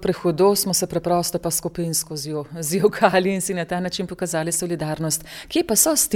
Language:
Slovenian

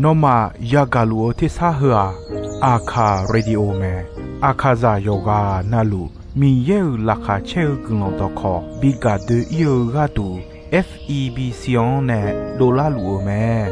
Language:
Akha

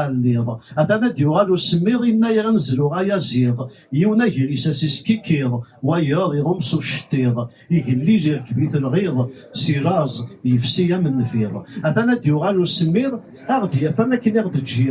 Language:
Kabyle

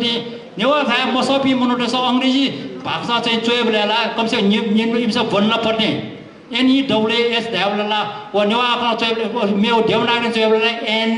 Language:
Newari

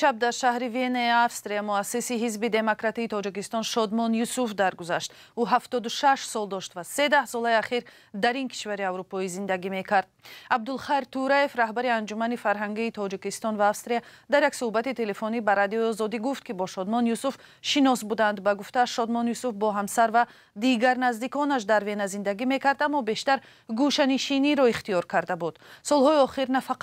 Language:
Tajik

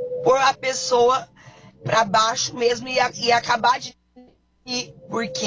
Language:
Portuguese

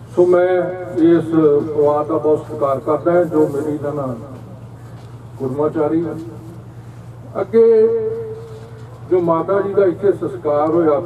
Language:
Punjabi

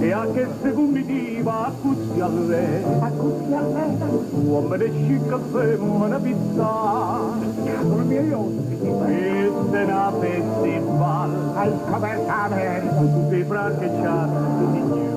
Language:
Neapolitan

